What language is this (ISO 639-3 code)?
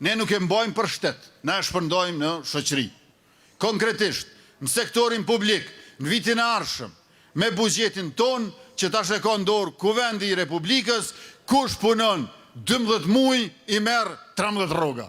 sqi